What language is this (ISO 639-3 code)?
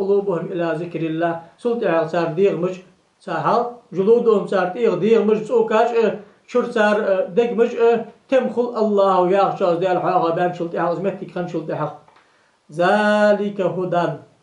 inh